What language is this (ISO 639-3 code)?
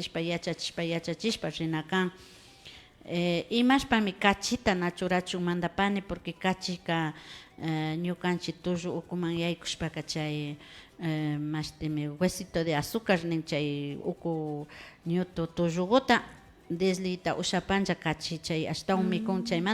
qvi